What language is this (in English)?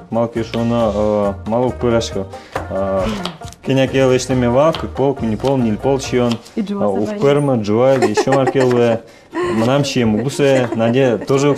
Udmurt